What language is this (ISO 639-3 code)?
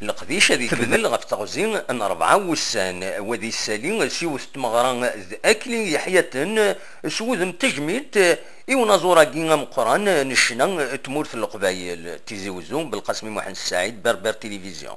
kab